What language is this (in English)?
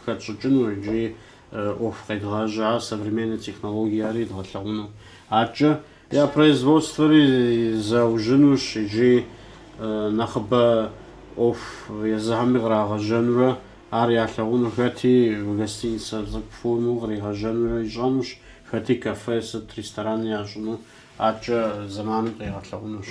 Kabardian